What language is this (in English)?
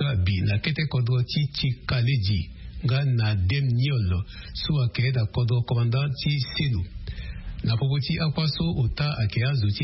Sango